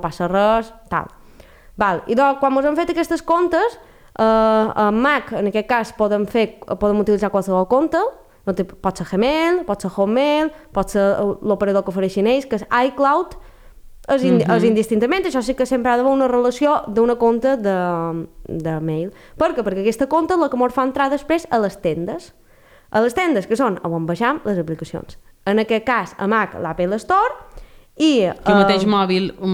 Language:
Catalan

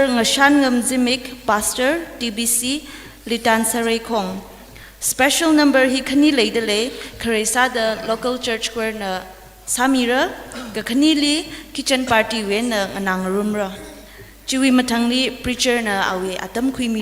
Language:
Tangkhul Naga (India)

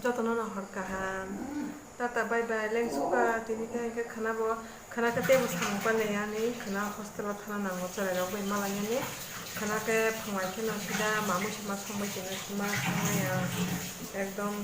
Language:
Kok Borok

